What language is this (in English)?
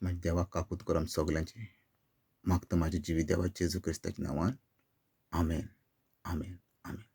Konkani